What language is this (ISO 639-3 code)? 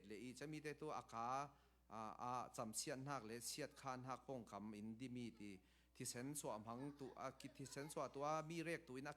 cfm